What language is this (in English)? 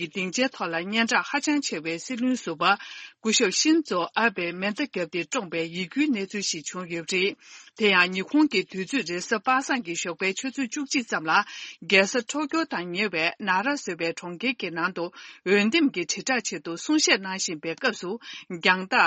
Tibetan